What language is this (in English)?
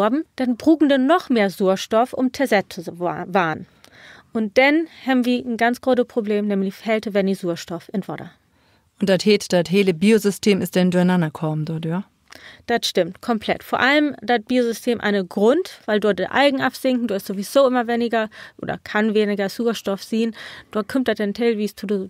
Low German